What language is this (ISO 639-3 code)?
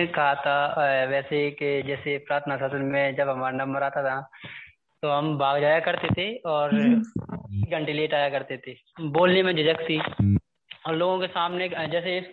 hin